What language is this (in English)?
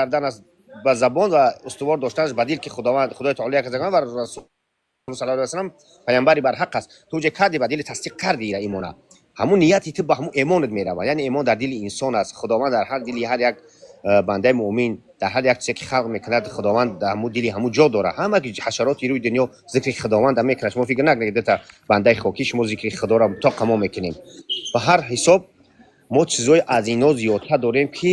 Tajik